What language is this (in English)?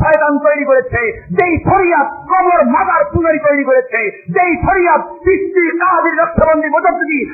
Bangla